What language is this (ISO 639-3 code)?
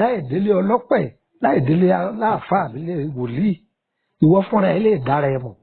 yor